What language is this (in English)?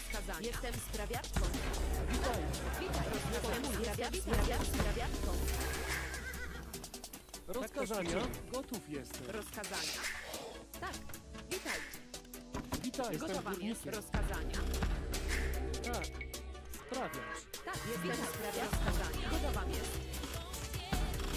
Polish